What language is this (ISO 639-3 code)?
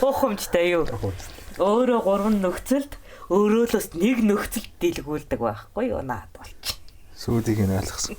mon